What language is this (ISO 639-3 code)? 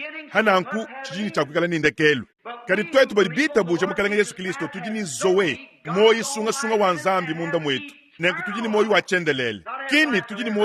lua